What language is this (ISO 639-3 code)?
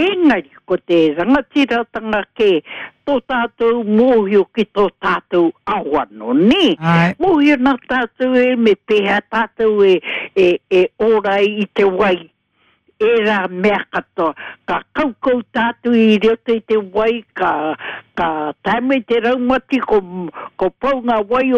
mri